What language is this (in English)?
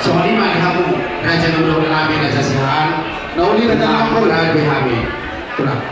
Batak Toba